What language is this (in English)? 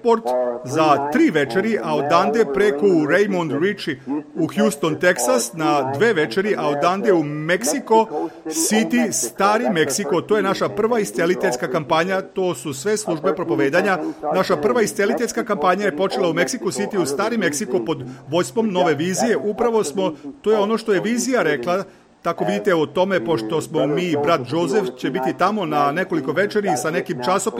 Serbian